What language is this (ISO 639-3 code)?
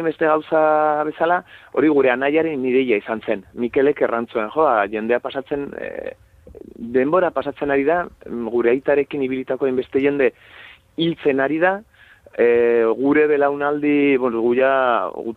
eus